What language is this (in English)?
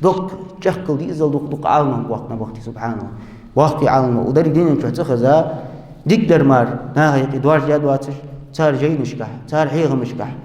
Ingush